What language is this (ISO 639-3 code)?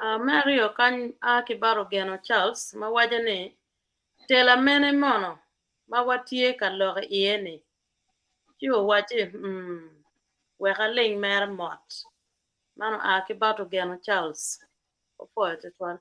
ach